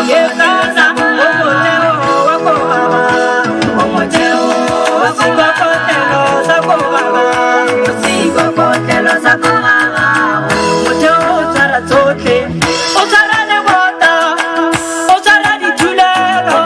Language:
Tswana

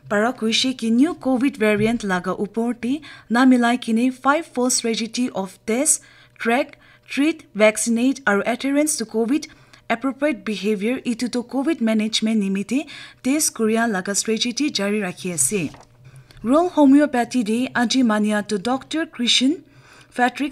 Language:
Naga Pidgin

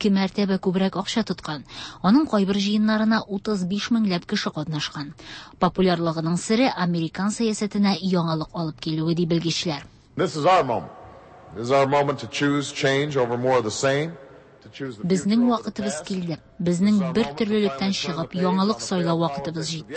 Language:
Tatar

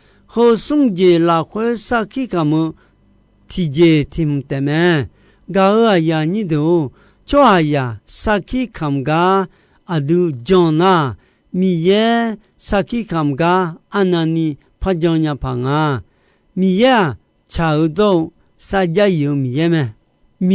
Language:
Akha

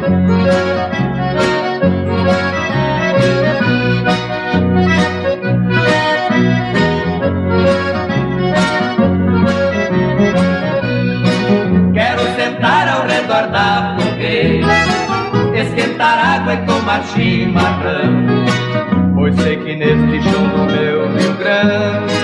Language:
Portuguese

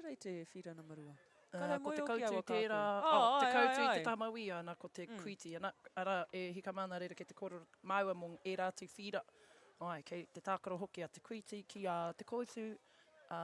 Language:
Māori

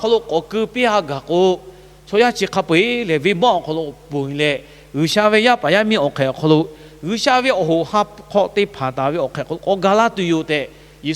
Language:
Lahu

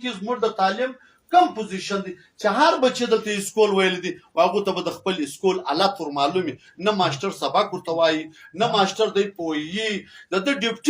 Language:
Pashto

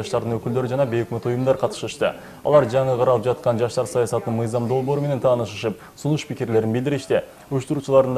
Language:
Kyrgyz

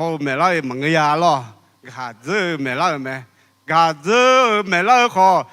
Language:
Akha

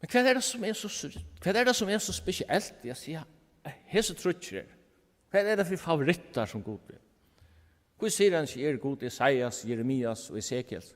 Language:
Faroese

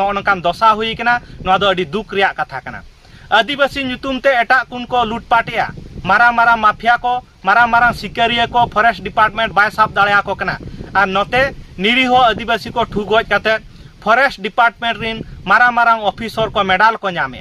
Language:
Santali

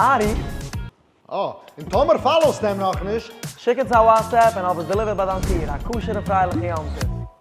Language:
Yiddish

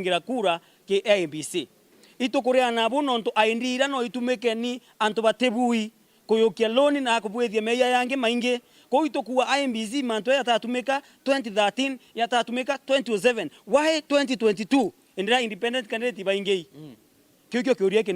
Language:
Meru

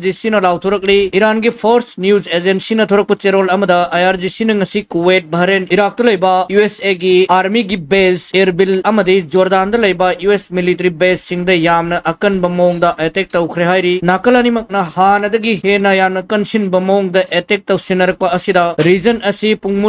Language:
Manipuri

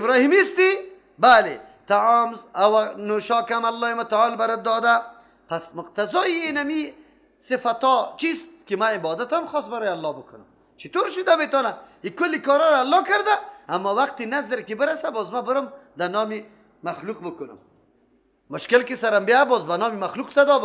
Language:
Persian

